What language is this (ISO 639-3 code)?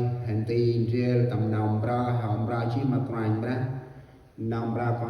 cmo